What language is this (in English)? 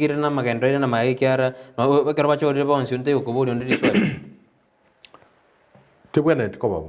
Gusii